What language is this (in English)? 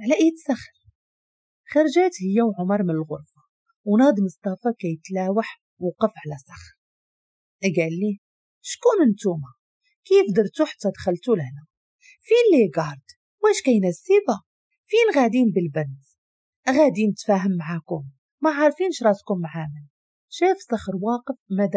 Moroccan Arabic